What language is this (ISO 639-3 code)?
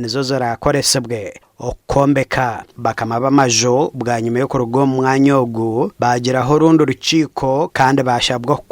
nyn